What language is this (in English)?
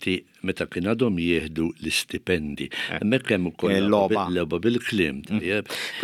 Maltese